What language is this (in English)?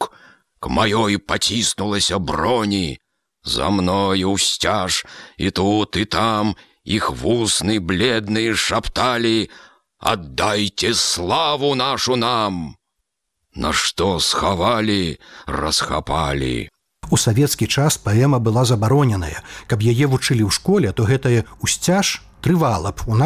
Belarusian